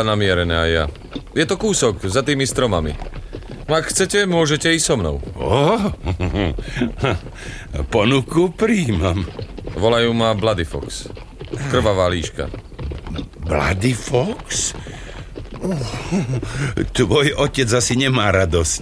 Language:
Slovak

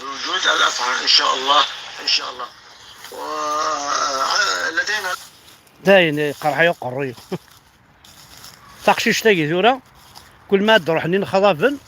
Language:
Kabyle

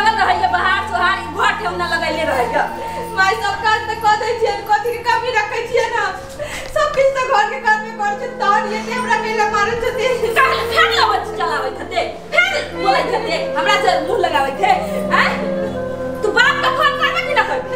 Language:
Maithili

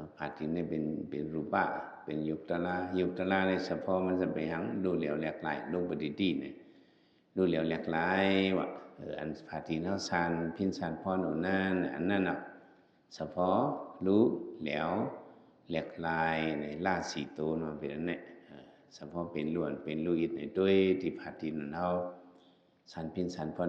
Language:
Shan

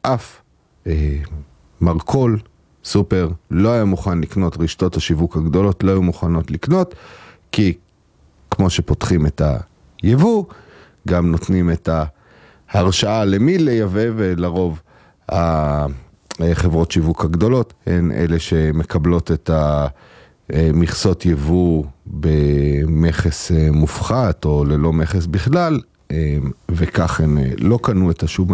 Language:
Hebrew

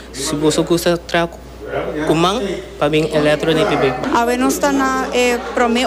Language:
Papiamento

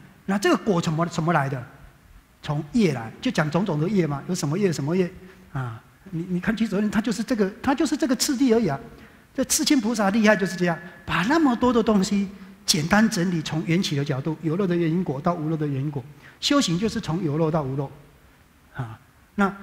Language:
Chinese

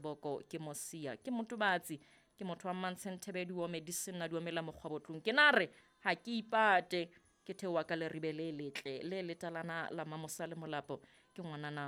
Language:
Southern Sotho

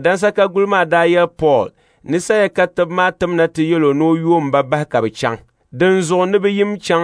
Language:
Dagbani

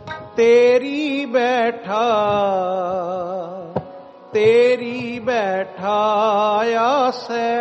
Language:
Punjabi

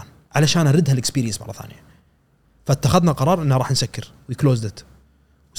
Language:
Gulf Arabic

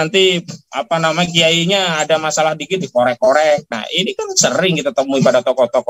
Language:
Indonesian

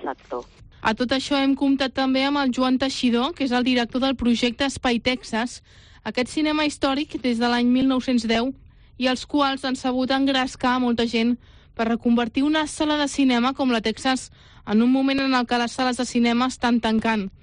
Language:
Catalan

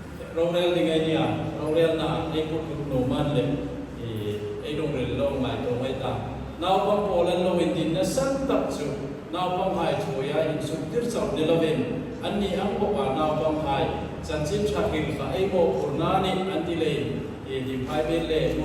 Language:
Hmar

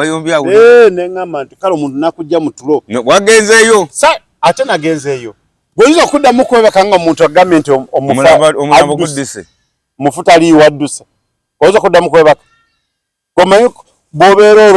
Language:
Ganda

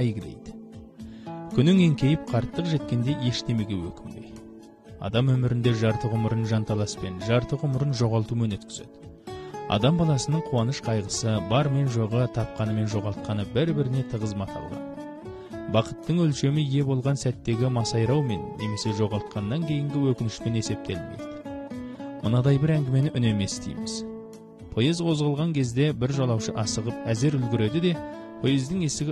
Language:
Kazakh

